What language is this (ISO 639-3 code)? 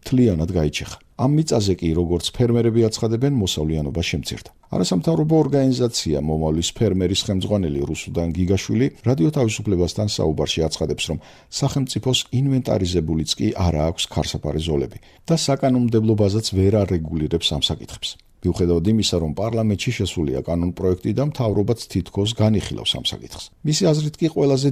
kat